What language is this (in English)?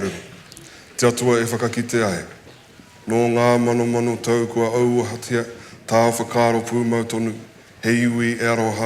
Māori